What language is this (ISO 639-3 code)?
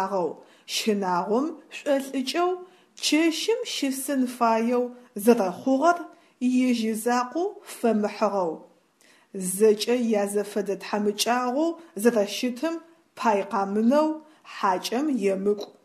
ady